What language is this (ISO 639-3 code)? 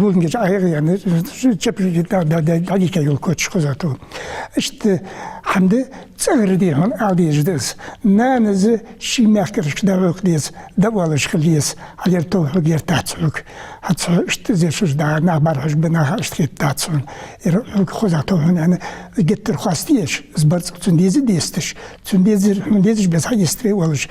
inh